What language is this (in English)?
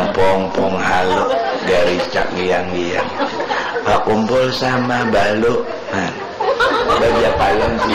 Banjar